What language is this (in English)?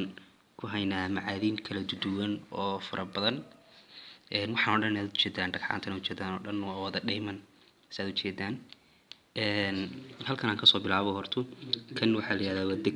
Somali